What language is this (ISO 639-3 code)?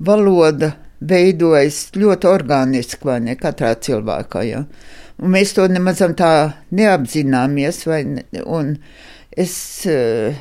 lav